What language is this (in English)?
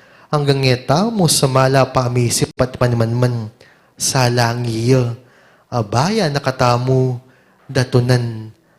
Pampanga